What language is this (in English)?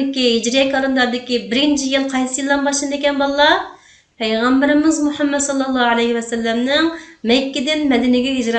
Uyghur